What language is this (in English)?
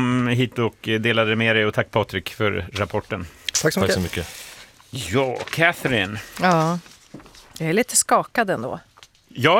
Swedish